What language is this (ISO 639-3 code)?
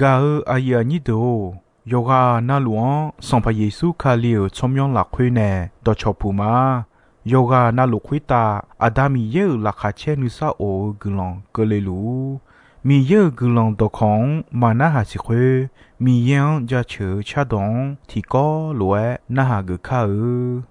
ahk